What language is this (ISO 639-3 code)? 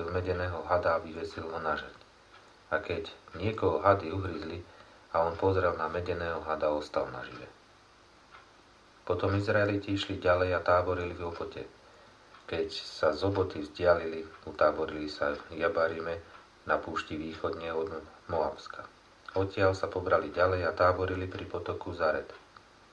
slk